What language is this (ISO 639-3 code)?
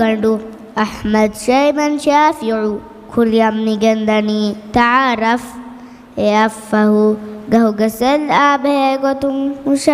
div